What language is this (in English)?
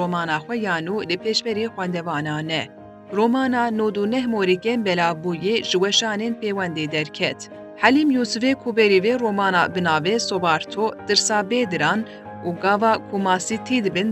Kurdish